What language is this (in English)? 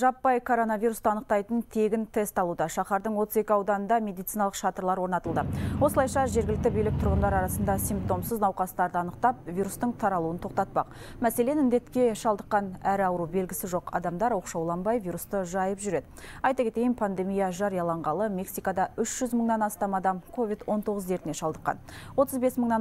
Kazakh